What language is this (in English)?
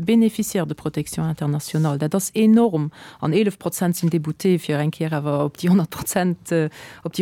Luxembourgish